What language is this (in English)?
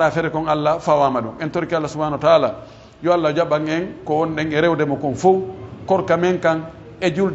Pular